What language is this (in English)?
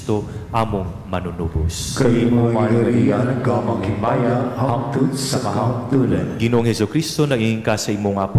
Cebuano